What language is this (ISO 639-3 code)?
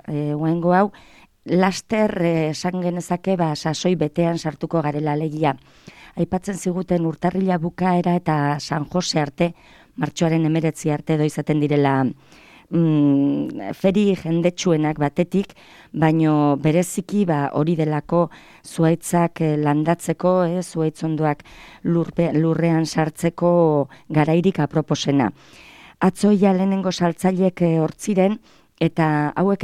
eus